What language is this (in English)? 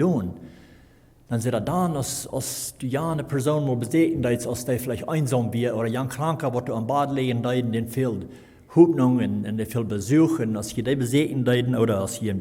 Plautdietsch